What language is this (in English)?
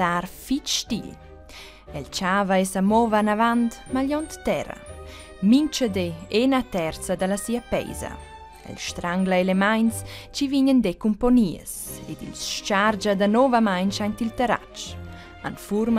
Romansh